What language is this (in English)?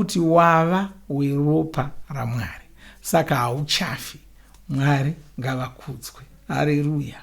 Shona